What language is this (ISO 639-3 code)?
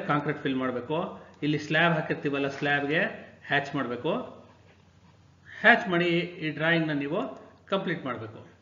kan